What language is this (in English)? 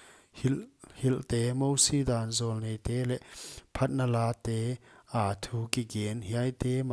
Paite Chin